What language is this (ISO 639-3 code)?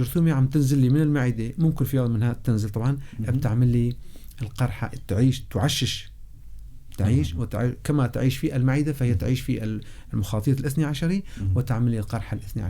apc